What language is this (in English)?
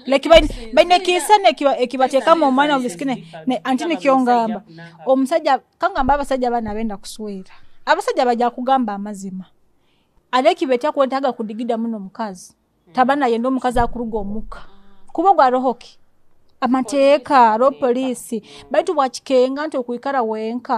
Nyoro